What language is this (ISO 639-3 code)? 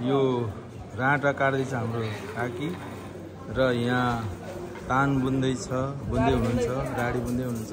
nep